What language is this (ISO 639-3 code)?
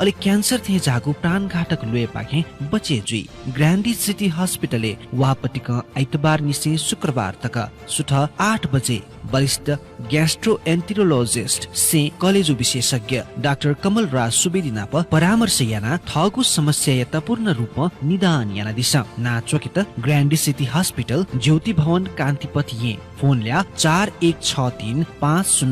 new